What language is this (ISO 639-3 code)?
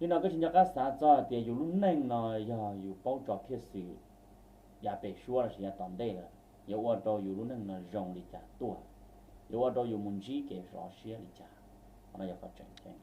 hmn